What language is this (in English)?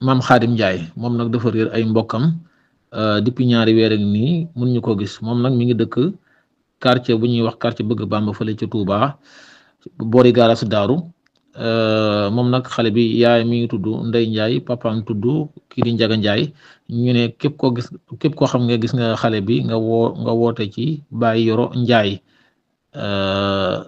Wolof